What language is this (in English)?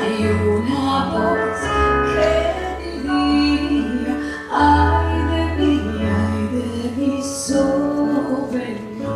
Ladino